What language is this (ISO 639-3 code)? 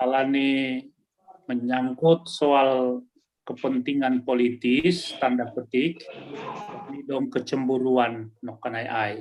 bts